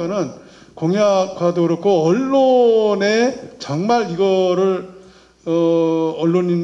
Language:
Korean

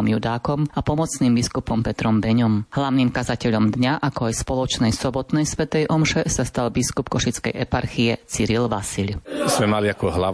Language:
Slovak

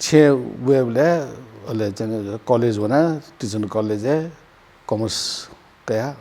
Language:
Newari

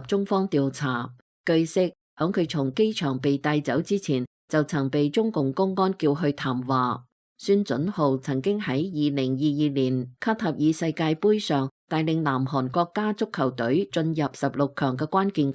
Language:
Cantonese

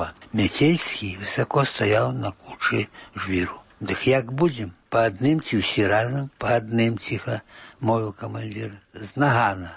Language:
Belarusian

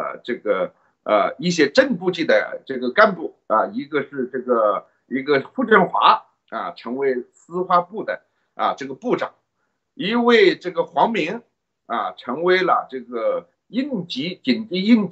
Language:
Chinese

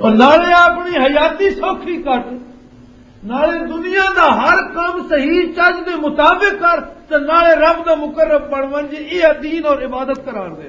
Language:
Western Panjabi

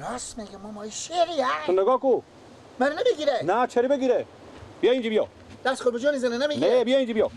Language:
Persian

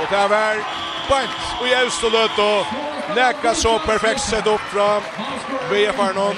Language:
Faroese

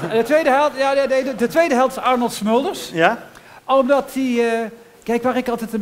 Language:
Dutch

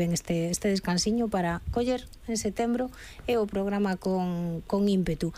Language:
Galician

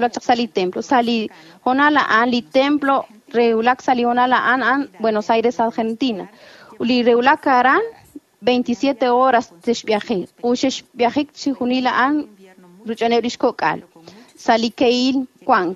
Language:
Kekchí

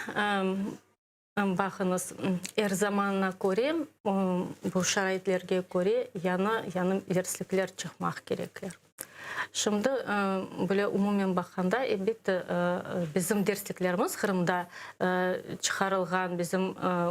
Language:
Crimean Tatar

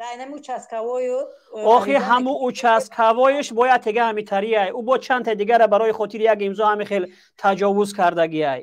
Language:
Tajik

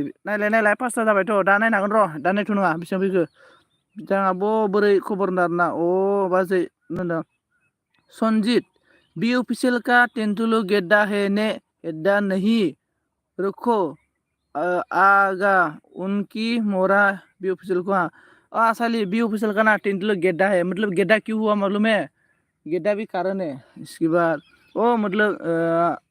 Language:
Bodo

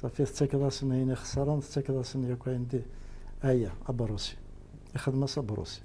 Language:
Kabyle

